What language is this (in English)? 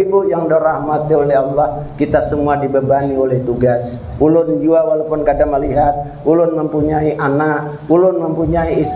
Banjar